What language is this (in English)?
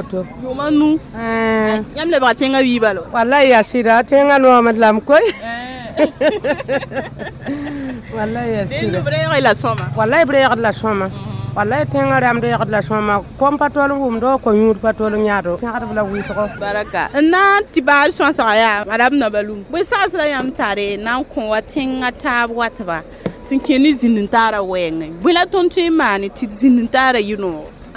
Mossi